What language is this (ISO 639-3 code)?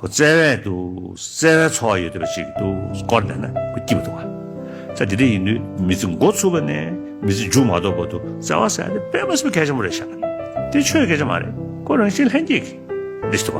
bod